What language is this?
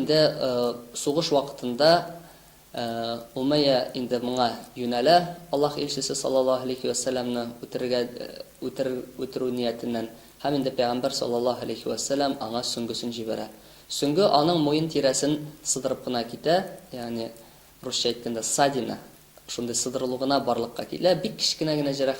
Tatar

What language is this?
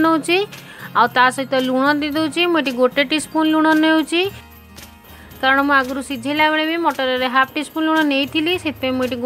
Odia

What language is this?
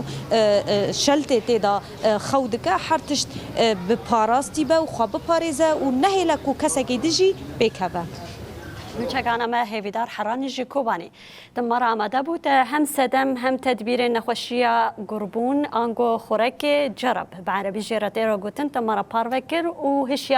Kurdish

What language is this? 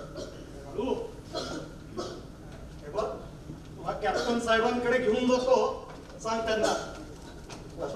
Marathi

